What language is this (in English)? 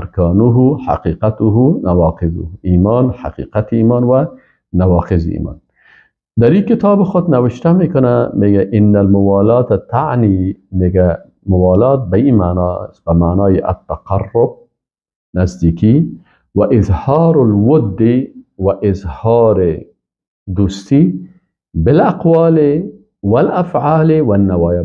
Persian